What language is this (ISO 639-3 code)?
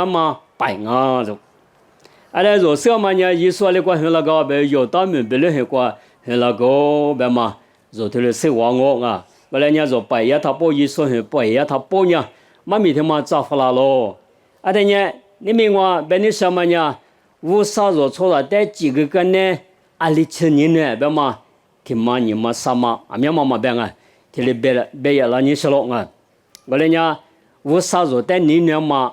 lis